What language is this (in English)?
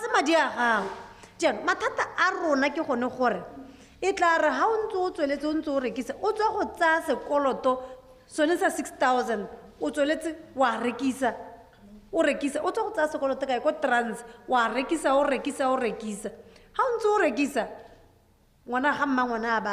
Tswana